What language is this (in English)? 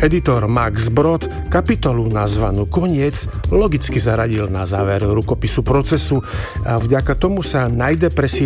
Slovak